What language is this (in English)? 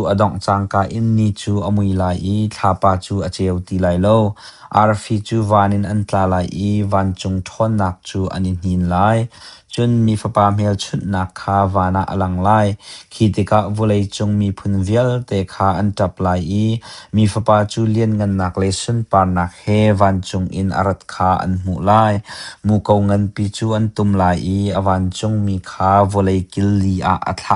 Hakha Chin